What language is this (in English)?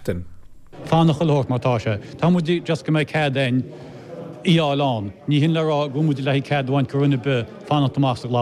Irish